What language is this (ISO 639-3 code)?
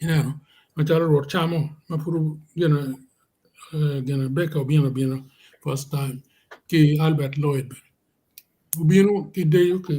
ach